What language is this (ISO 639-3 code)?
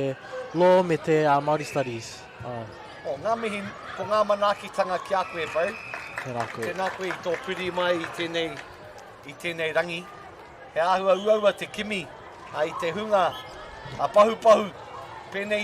mri